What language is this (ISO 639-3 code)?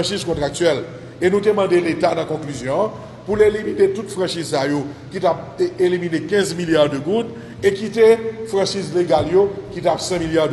hat